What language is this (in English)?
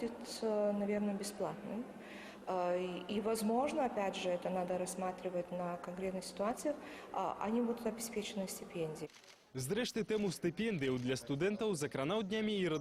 Belarusian